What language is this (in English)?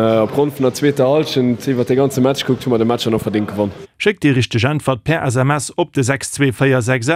Luxembourgish